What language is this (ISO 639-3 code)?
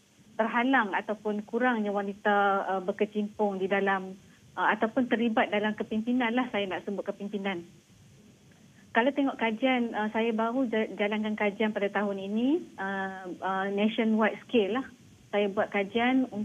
msa